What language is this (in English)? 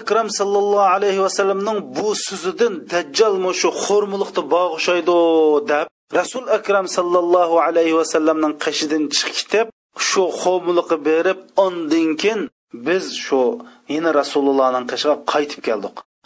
Uyghur